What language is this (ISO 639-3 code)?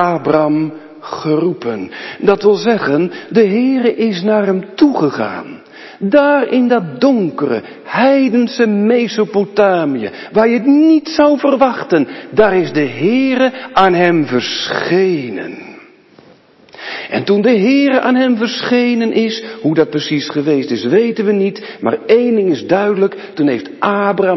nld